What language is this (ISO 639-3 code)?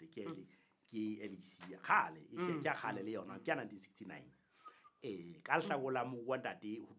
sot